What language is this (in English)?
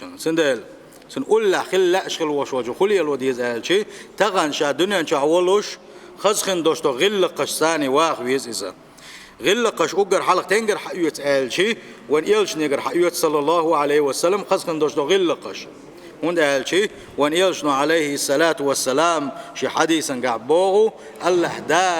Chechen